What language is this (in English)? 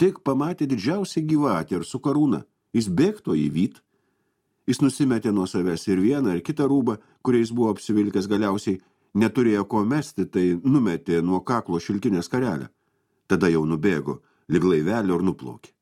Lithuanian